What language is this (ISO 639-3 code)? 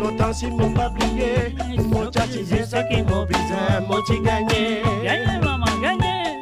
mfe